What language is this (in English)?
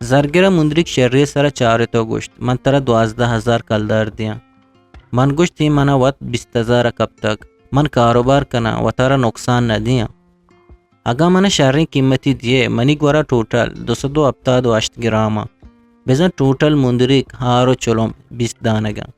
Eastern Balochi